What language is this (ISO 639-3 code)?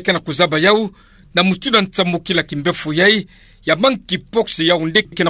ktu